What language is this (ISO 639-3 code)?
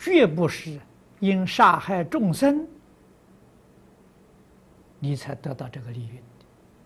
zho